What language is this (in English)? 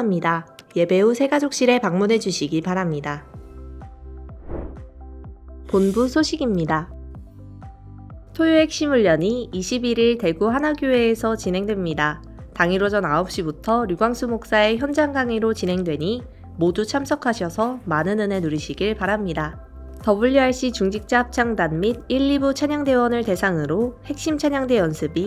Korean